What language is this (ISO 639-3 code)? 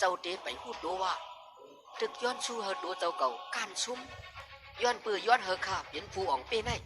shn